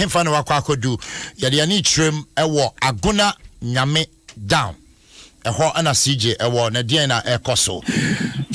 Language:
Akan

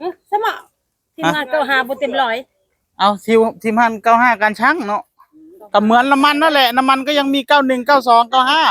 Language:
Northeastern Thai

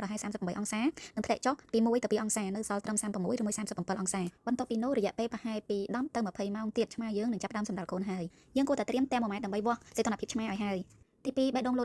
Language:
Khmer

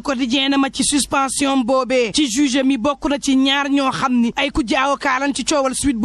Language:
Wolof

